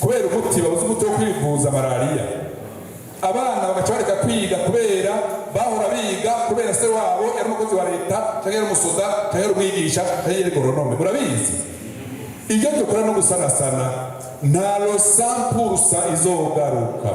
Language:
Rundi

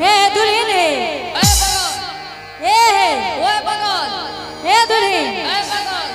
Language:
Angika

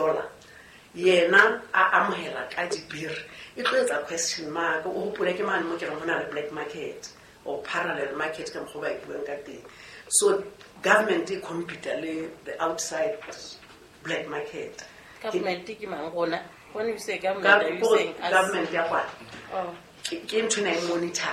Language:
Southern Sotho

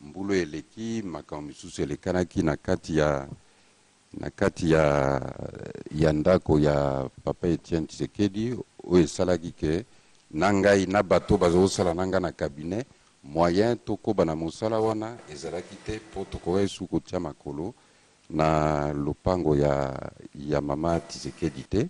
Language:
Lingala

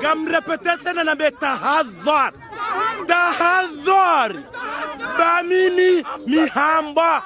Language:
Ngazidja Comorian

